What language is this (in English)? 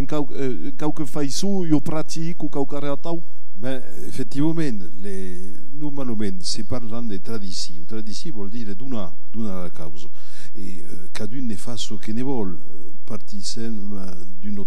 Occitan